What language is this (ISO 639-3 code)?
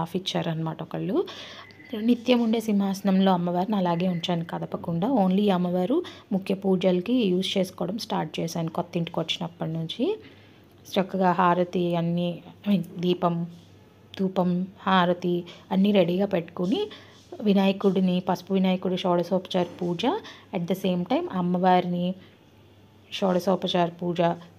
tel